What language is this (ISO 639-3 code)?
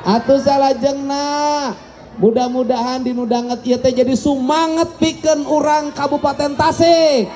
sun